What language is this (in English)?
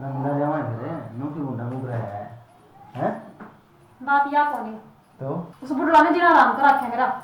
Haryanvi